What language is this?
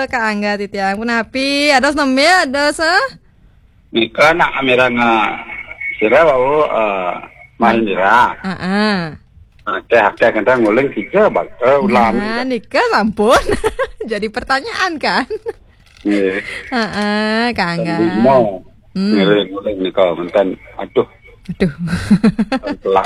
Balinese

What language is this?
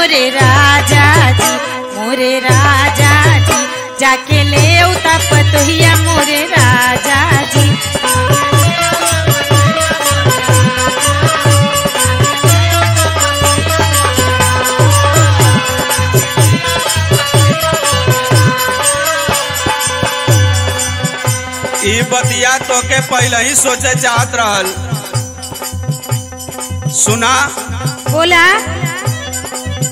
Bhojpuri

